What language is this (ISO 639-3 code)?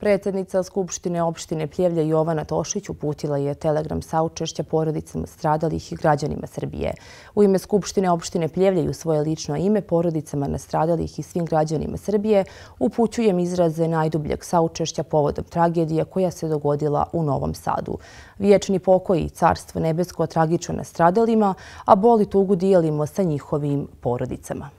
srp